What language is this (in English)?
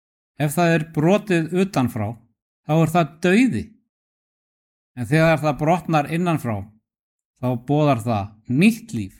Icelandic